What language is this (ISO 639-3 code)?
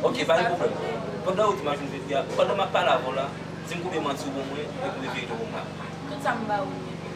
hat